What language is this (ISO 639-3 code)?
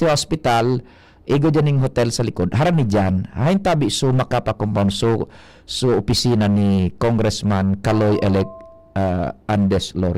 bik